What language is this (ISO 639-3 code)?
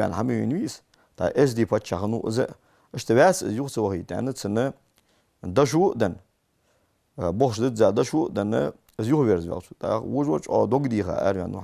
inh